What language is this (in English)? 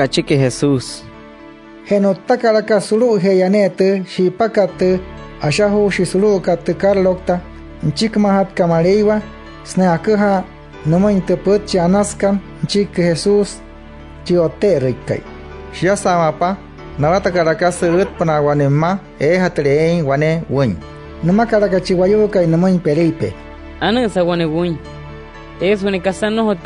Wayuu